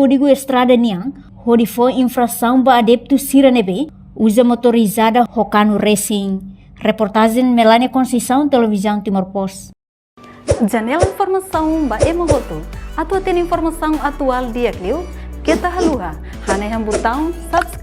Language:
Tetum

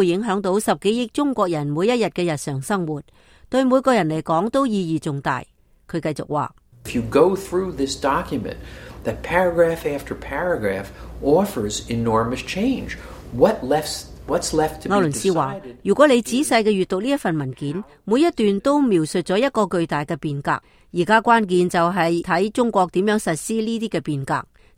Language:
Cantonese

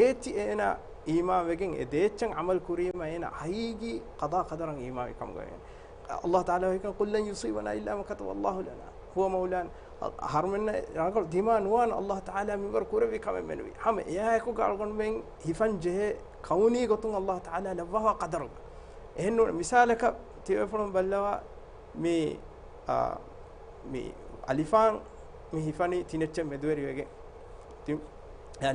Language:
Divehi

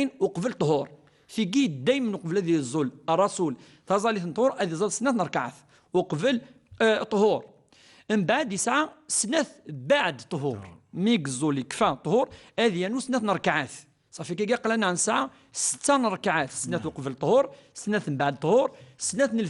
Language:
Kabyle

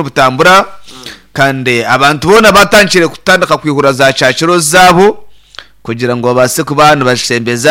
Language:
Nyankole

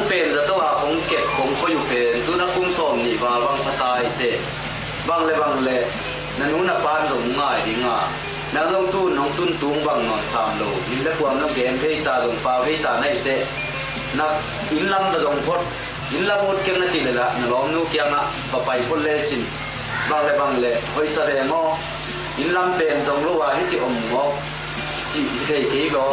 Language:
Tedim Chin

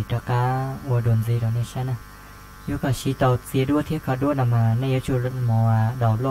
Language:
Hmong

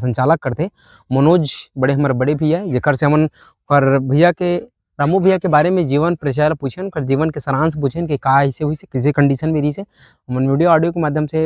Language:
Chhattisgarhi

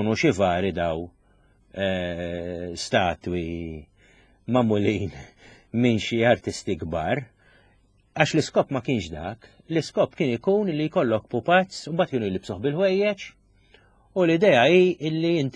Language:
Maltese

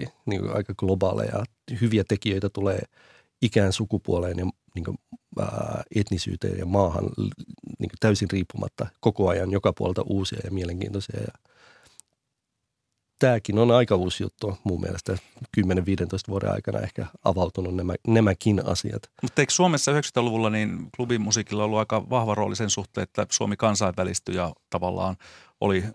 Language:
Finnish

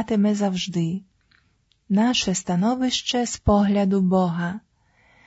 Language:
Ukrainian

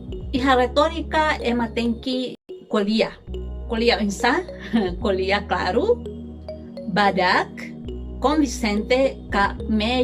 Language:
Tetum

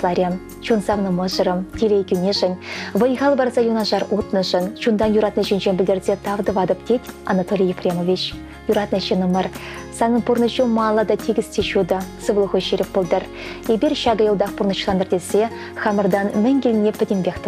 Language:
Chuvash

